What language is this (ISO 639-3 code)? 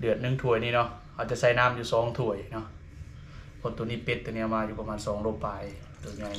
lao